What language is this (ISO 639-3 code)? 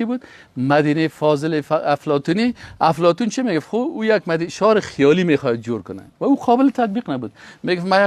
fas